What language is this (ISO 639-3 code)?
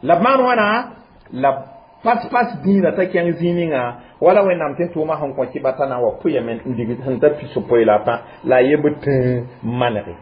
mos